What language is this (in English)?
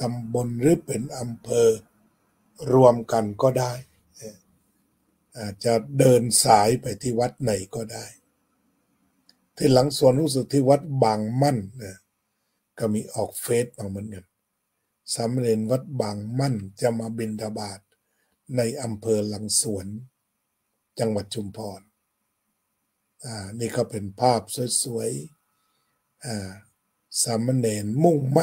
Thai